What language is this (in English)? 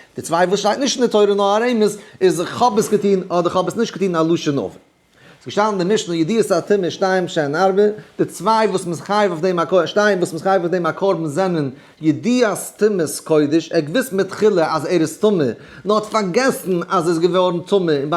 Yiddish